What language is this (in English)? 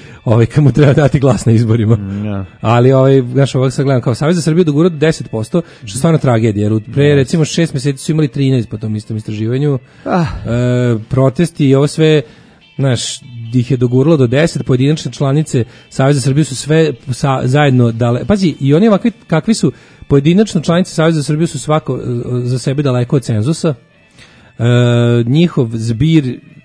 Serbian